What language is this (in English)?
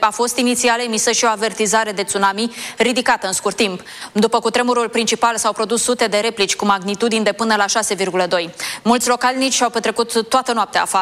Romanian